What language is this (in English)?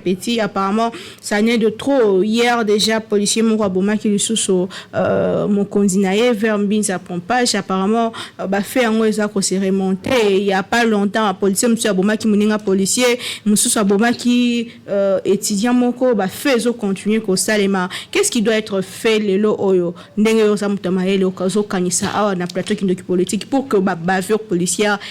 Lingala